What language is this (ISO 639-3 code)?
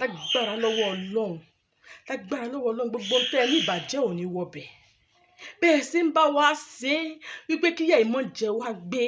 yor